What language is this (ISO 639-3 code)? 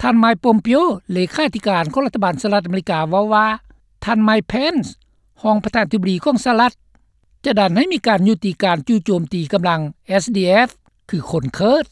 lao